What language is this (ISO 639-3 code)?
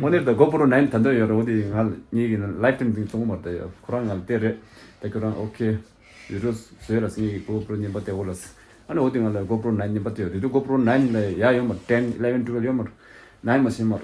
bod